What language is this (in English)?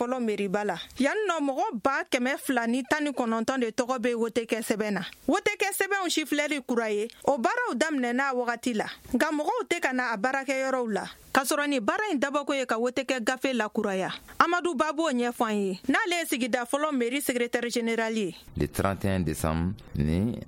Bambara